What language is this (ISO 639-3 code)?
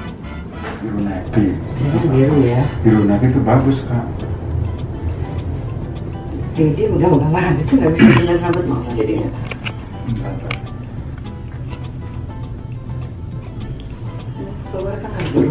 ind